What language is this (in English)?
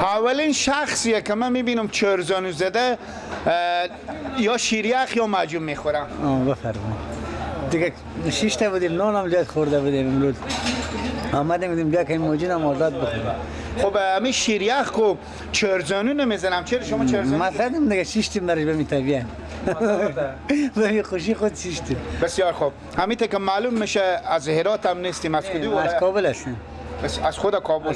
Persian